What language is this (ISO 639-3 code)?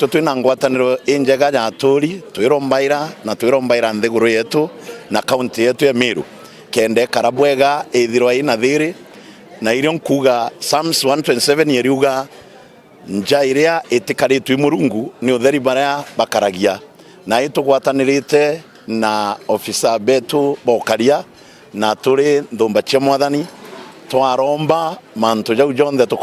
mer